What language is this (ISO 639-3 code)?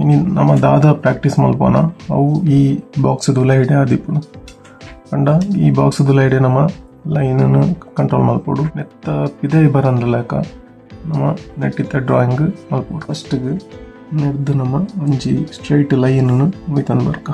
tcy